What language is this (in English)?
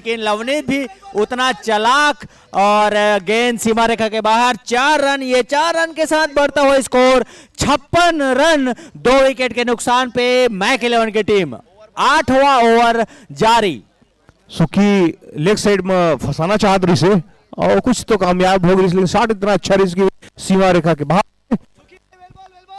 Chhattisgarhi